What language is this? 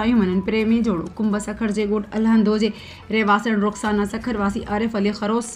Sindhi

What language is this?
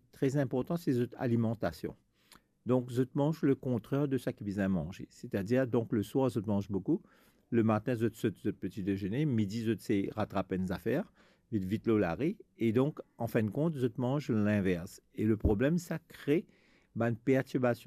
Morisyen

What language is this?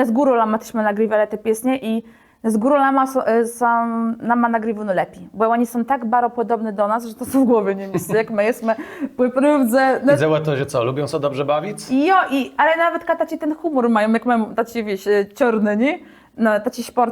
Kashubian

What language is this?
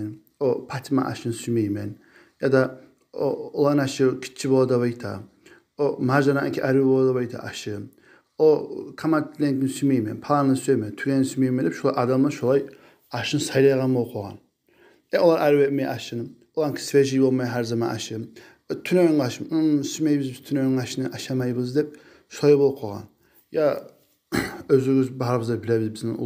Kumyk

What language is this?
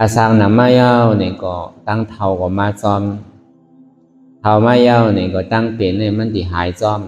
Shan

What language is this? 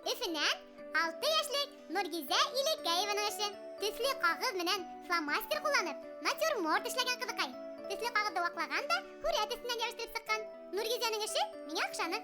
Bashkir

